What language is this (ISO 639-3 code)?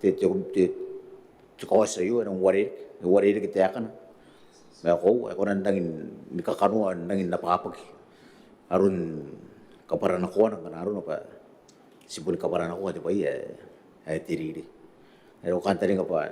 gil